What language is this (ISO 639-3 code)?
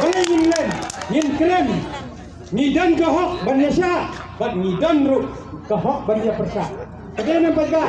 kha